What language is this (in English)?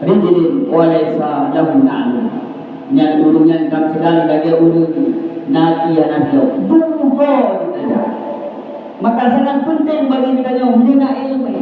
Achinese